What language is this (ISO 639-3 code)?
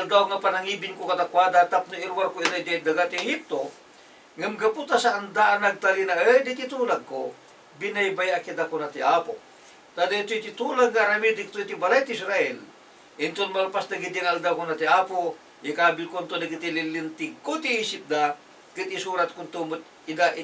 ilo